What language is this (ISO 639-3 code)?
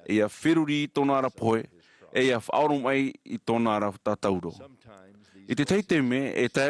tah